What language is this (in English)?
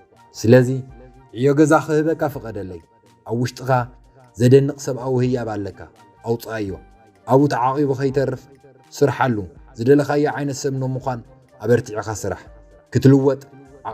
Tigrinya